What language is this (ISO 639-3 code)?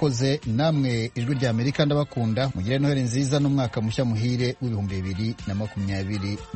kin